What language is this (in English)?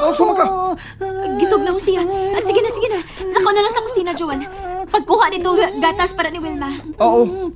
Cebuano